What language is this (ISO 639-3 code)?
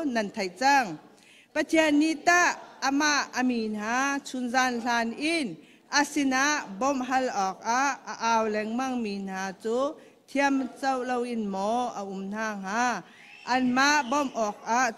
cnh